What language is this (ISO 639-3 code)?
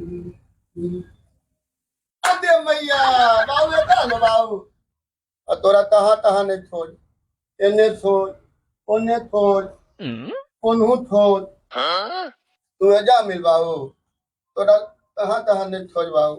mag